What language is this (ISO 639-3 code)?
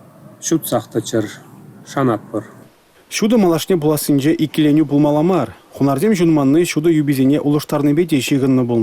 chv